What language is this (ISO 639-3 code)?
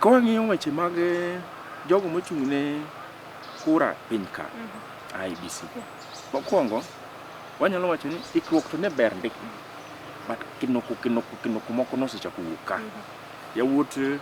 luo